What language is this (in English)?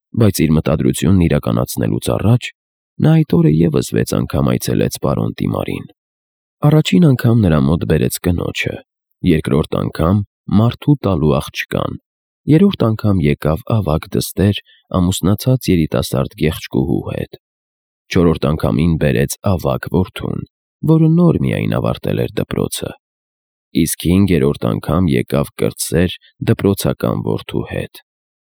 Armenian